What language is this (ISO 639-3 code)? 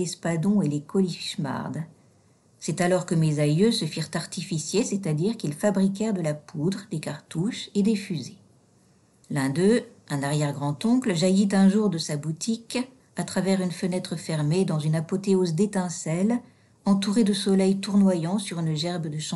fra